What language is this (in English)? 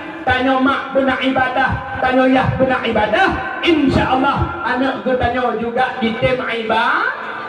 Achinese